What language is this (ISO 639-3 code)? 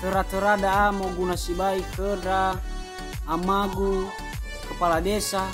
nia